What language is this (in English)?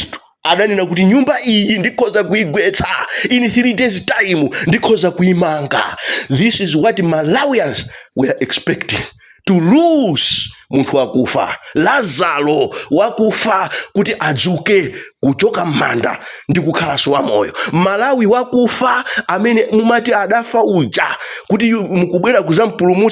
Nyanja